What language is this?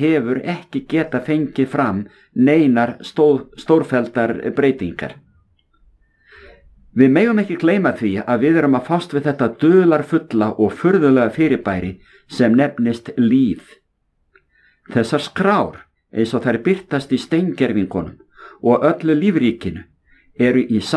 Icelandic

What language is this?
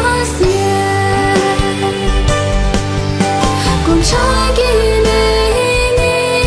Chinese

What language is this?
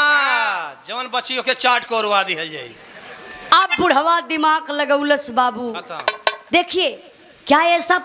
Bhojpuri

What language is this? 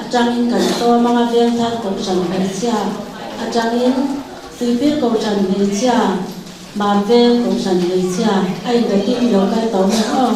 Mizo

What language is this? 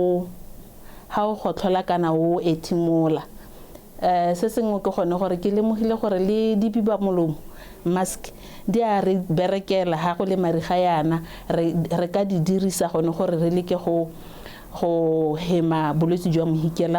Tswana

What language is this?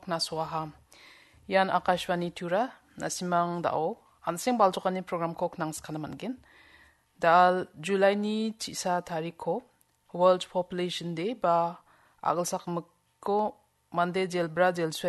Garo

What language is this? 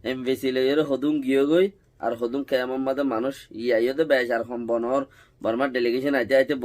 Rohingya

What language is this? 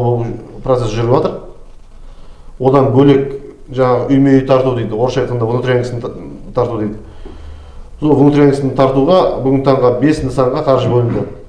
Kazakh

